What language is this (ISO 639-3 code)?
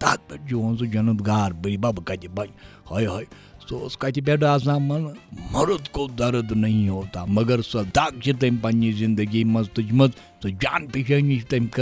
kas